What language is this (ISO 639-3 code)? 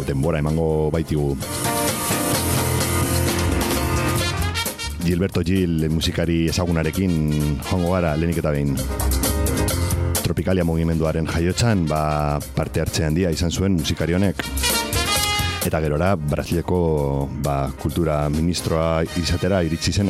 eus